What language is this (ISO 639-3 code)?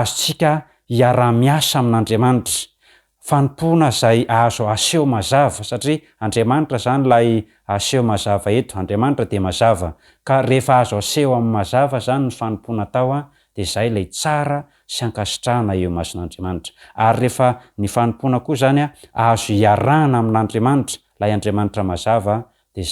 mlg